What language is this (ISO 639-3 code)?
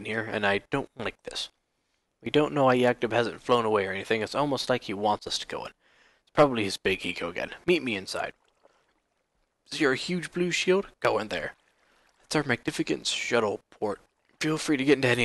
eng